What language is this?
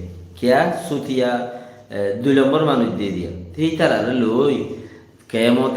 Rohingya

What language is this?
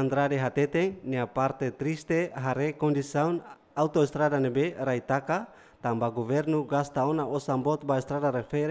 Tetum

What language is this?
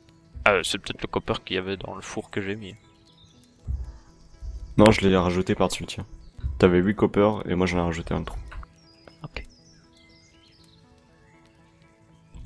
French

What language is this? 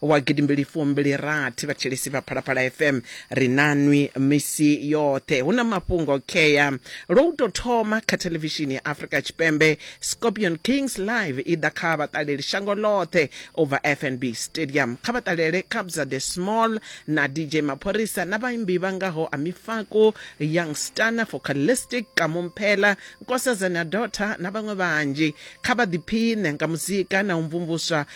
Venda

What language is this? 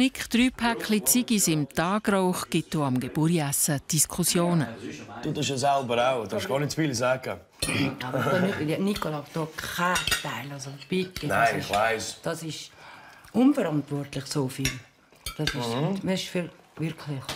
Swiss German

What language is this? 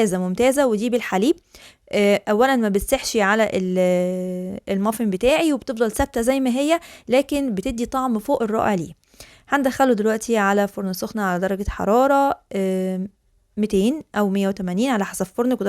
Egyptian Arabic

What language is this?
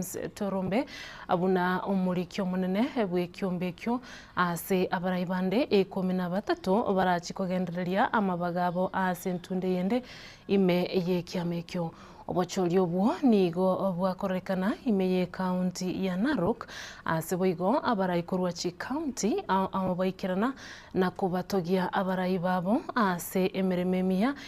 Gusii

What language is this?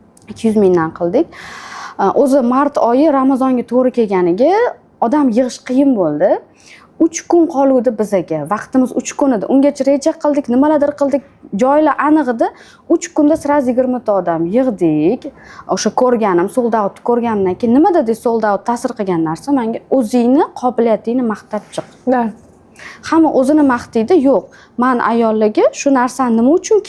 Uzbek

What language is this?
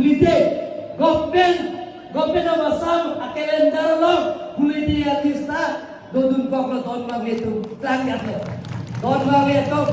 Karbi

